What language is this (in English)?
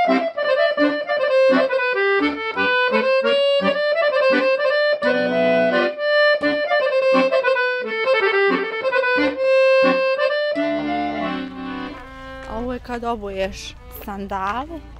Bosnian